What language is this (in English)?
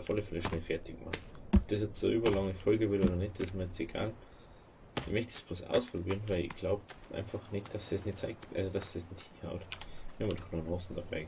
Bavarian